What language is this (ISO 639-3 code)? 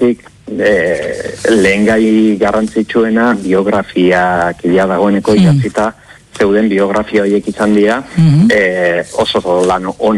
eus